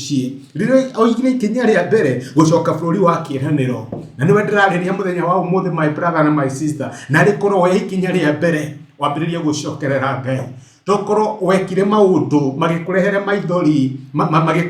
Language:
Kikuyu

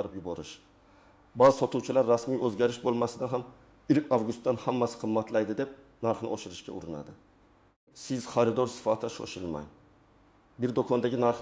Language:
Uzbek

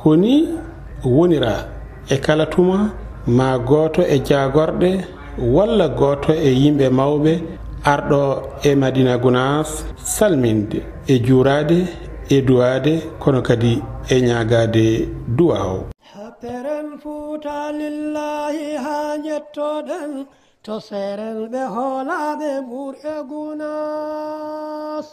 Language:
Fula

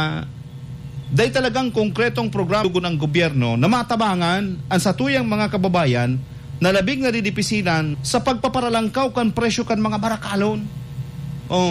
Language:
Bikol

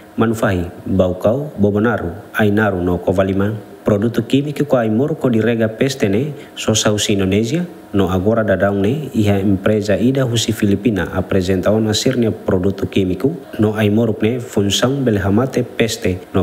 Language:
Tetum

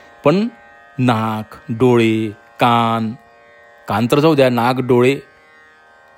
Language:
Marathi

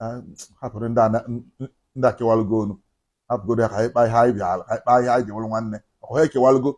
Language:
Igbo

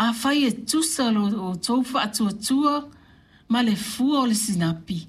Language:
Samoan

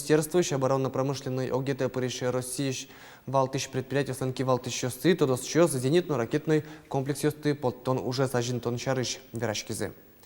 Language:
Udmurt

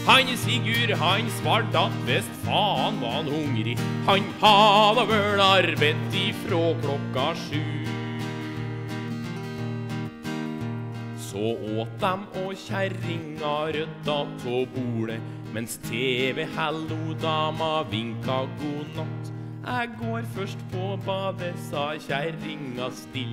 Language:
Norwegian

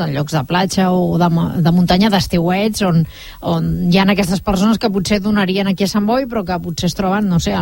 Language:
Catalan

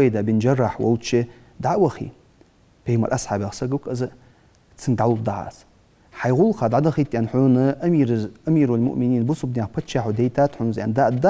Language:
Ingush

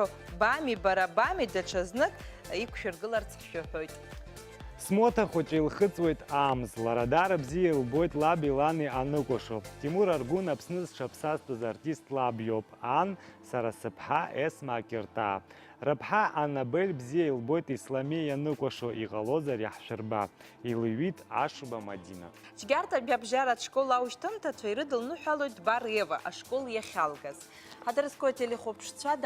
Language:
Abkhazian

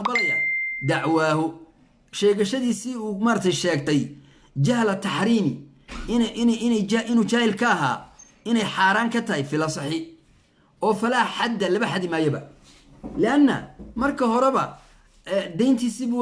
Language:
Somali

